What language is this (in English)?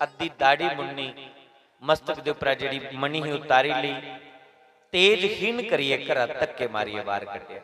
Dogri